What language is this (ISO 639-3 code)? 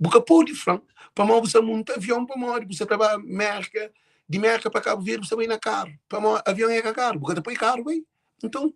kea